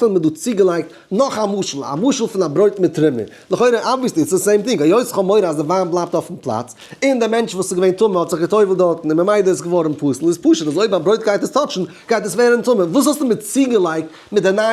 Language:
Yiddish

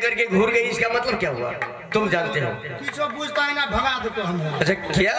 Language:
Maithili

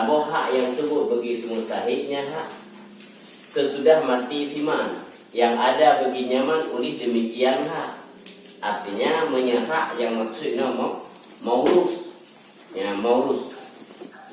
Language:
Achinese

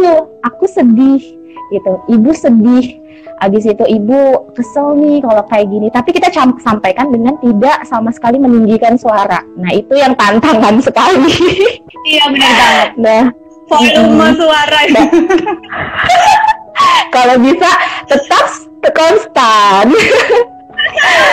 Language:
Indonesian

